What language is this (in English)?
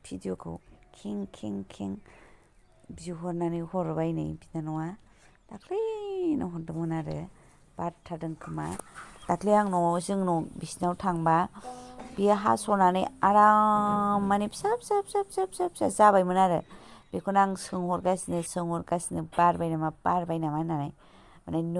Bodo